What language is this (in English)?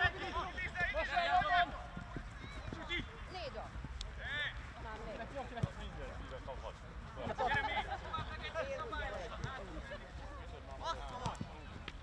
Hungarian